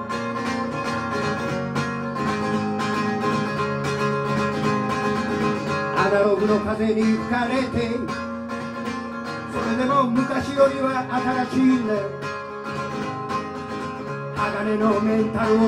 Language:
Japanese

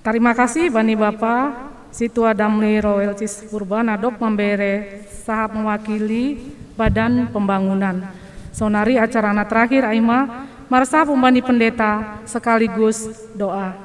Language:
Batak Simalungun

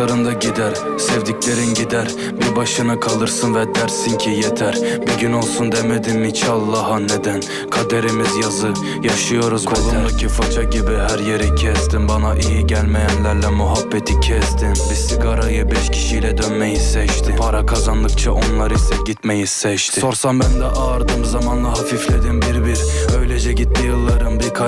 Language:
Turkish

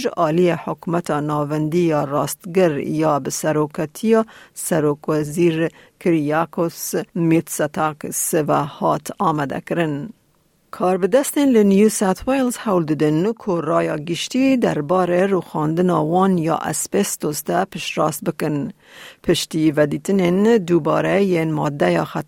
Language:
Kurdish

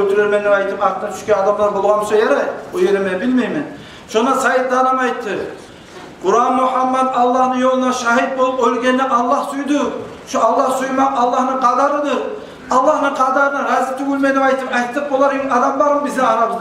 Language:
Kumyk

